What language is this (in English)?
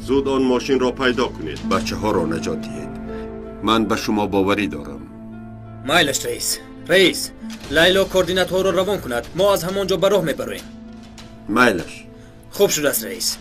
Tajik